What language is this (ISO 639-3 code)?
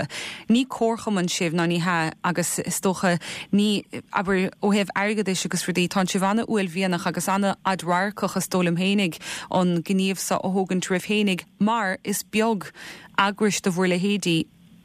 gle